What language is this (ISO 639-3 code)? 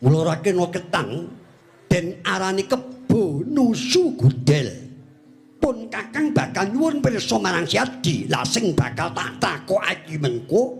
jav